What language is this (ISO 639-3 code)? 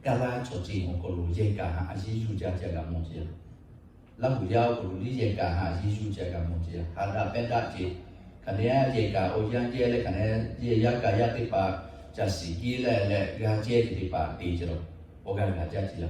lhu